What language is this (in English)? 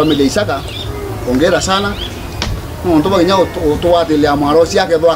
Meru